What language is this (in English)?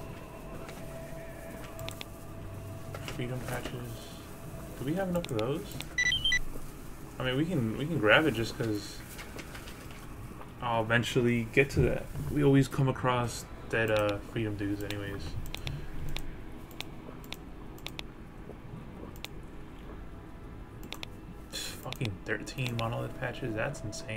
English